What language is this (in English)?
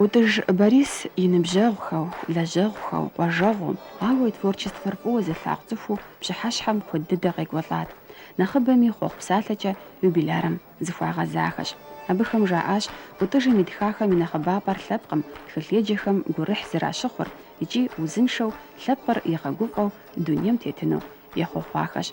Kabardian